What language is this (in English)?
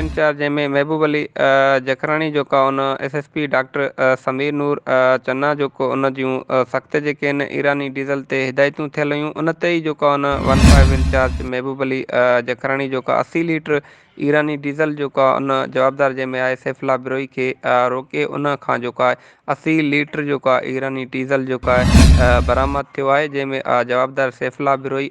Sindhi